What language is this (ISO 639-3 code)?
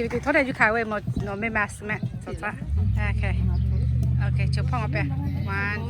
lhu